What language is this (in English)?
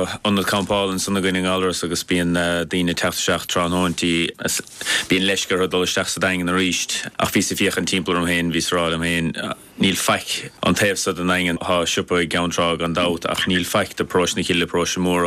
Irish